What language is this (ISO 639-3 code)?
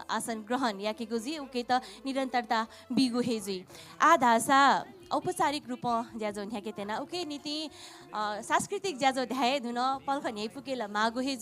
new